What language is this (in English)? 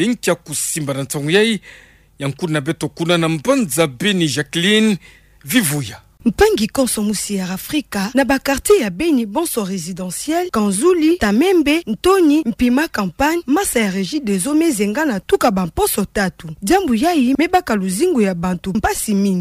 Kituba (Democratic Republic of Congo)